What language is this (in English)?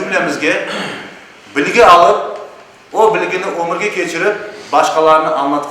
Crimean Tatar